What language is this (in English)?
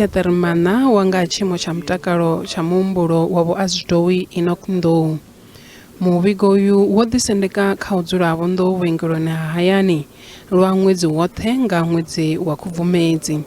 Venda